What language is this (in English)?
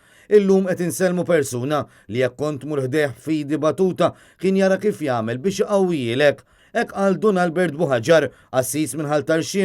Maltese